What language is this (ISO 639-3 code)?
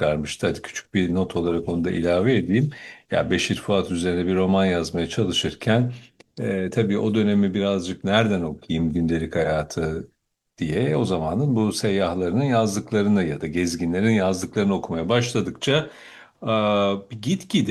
tur